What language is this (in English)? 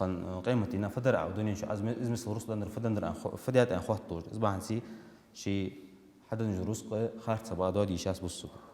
Ingush